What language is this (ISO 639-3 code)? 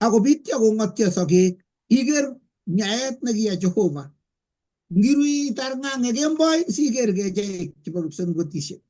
kln